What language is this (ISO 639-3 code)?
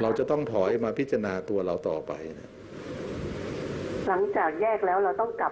tha